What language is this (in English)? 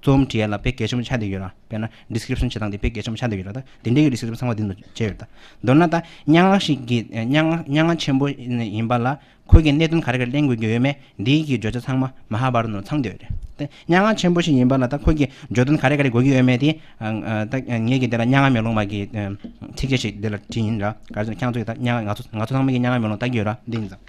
Tibetan